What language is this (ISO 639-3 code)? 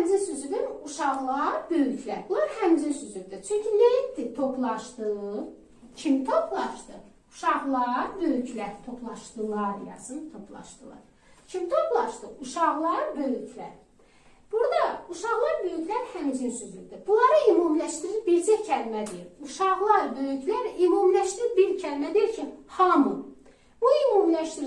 aze